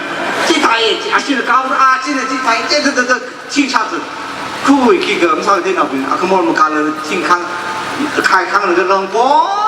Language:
Tangkhul Naga (India)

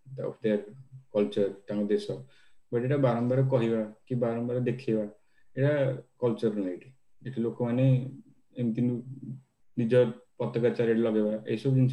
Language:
Odia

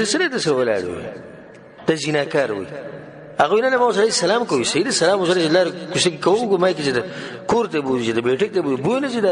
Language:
Pashto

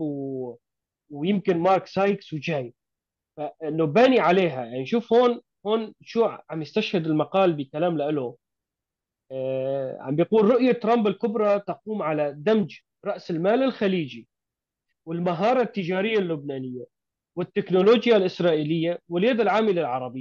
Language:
North Levantine Arabic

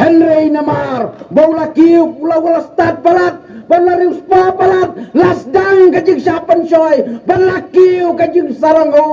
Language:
Khasi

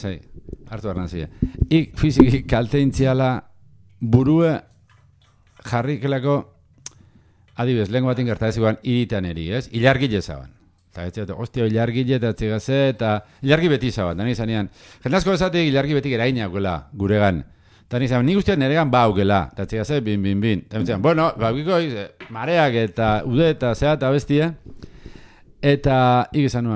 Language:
Basque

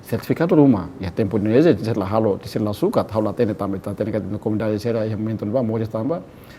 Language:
Tetum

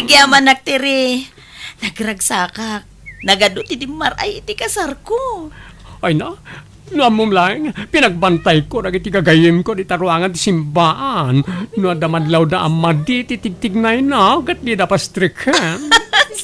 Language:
Iloko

